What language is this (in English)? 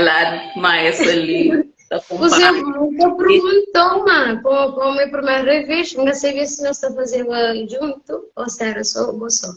Kabuverdianu